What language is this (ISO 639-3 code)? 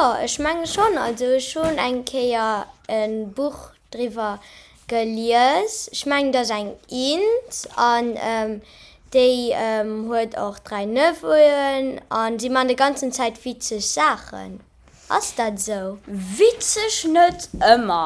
ltz